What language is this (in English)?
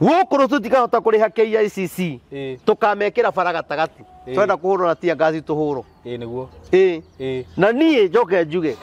Kikuyu